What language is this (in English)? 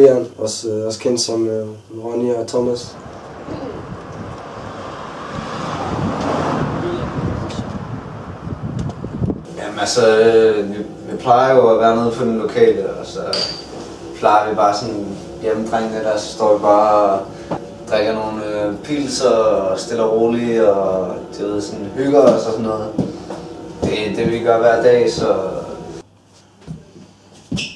Danish